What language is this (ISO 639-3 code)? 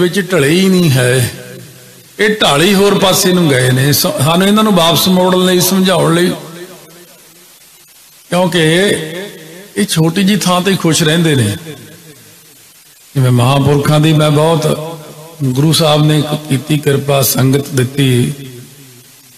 pan